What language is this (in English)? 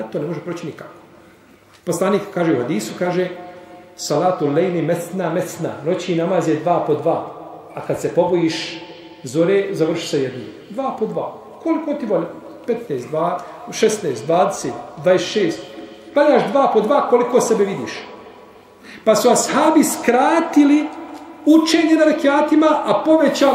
Bosnian